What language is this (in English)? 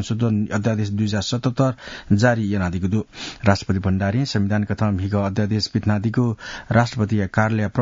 Newari